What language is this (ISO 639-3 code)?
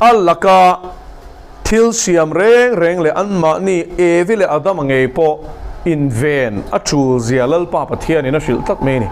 lus